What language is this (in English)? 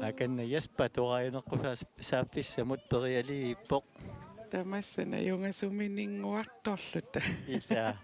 Kalaallisut